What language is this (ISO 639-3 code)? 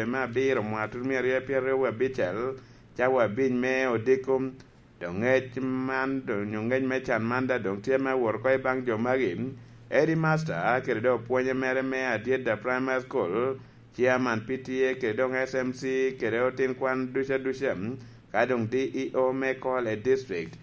laj